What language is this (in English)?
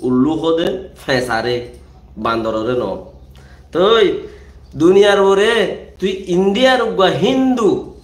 Rohingya